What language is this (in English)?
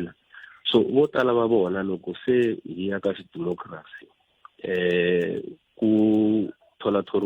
Tsonga